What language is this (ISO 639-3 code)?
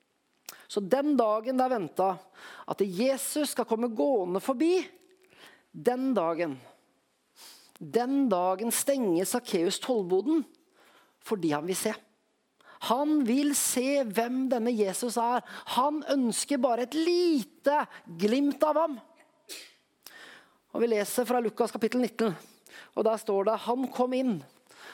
nor